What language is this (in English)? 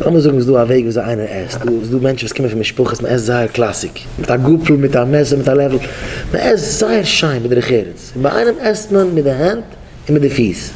Yiddish